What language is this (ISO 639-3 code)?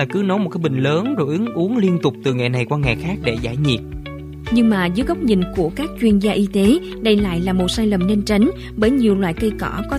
vie